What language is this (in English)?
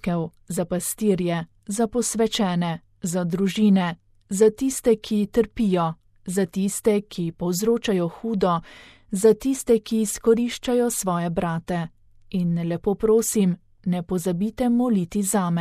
Slovenian